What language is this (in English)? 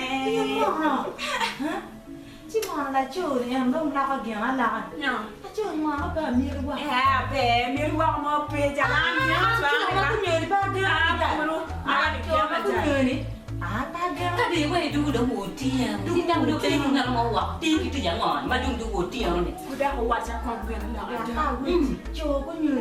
Acoli